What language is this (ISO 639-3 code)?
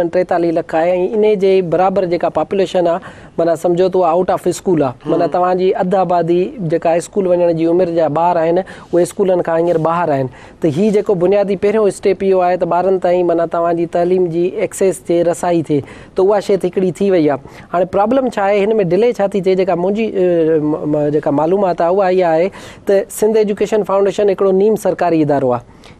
snd